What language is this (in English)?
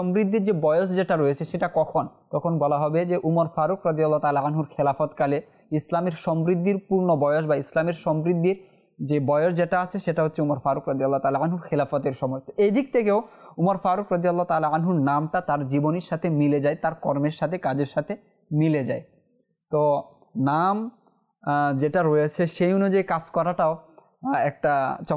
Bangla